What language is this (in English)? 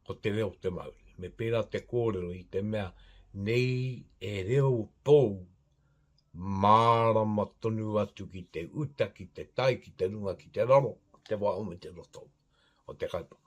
Māori